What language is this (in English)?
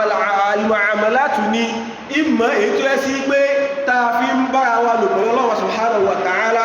Yoruba